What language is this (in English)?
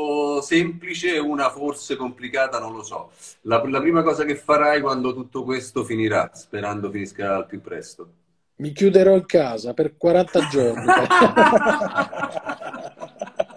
Italian